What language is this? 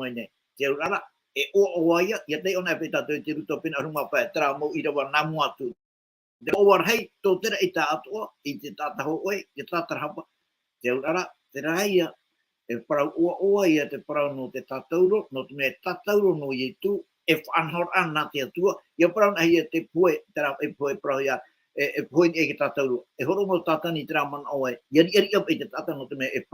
Tahitian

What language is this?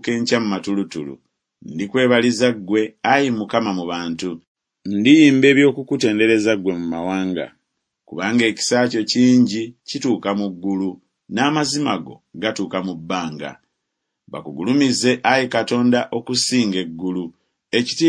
Ganda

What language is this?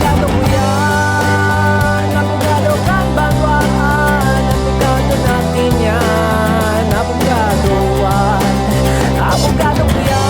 Bikol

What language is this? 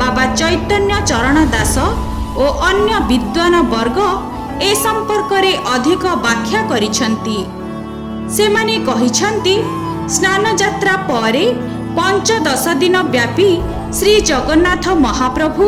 Odia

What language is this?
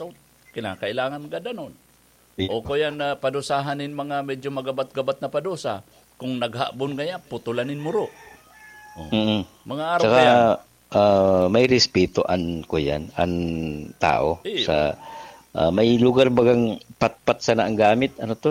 Bikol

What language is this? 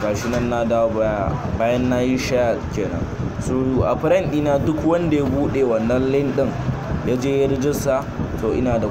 Hausa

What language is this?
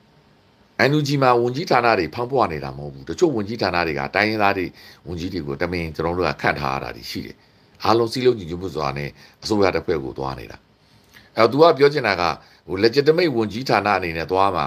Burmese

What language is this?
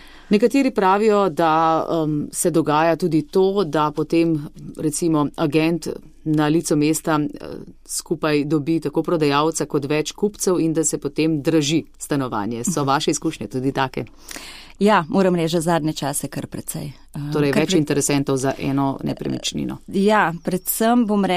Slovenian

